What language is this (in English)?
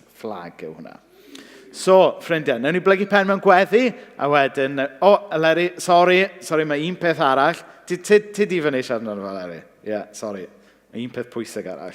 Welsh